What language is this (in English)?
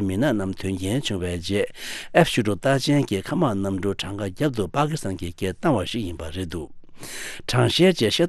Tibetan